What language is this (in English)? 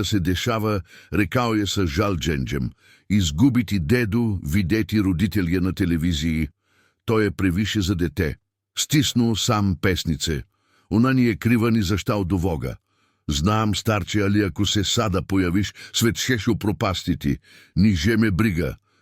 Serbian